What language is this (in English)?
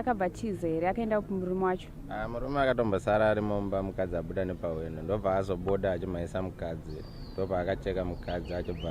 Shona